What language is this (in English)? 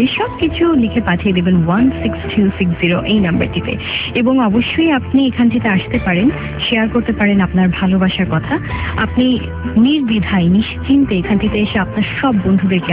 Bangla